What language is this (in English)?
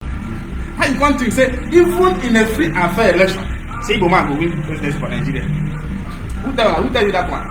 Nigerian Pidgin